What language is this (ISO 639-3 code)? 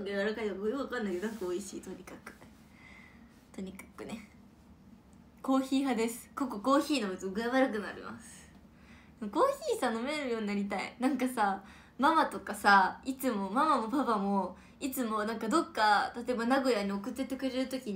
jpn